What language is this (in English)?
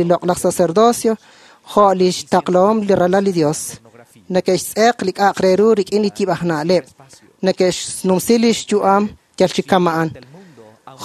Kekchí